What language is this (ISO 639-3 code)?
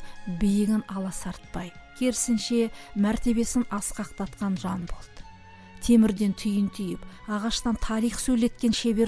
kaz